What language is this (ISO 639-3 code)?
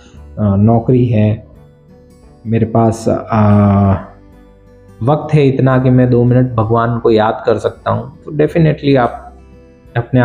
hin